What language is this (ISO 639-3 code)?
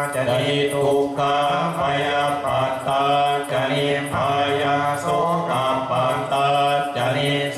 pli